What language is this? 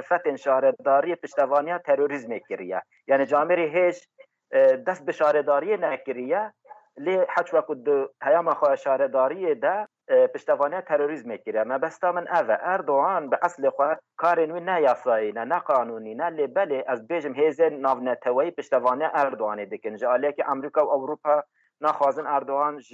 Kurdish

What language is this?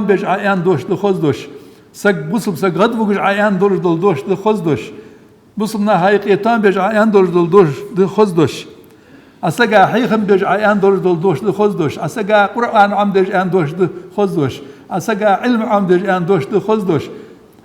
Ingush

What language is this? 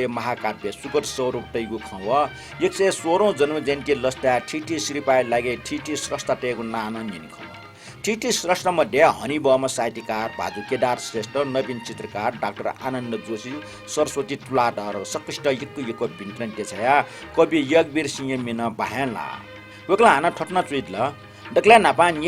Newari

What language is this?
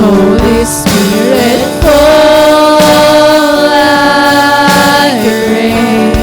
Waray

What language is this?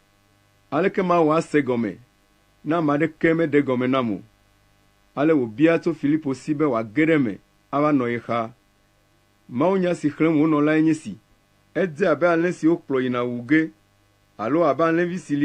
Ewe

